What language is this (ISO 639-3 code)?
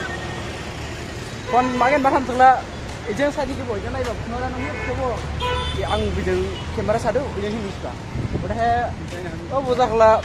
dis